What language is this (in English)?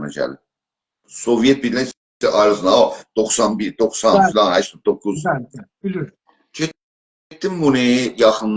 South Azerbaijani